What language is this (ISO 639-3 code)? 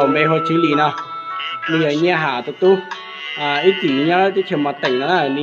hmn